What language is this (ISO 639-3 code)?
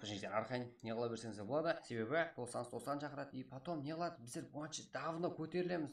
kaa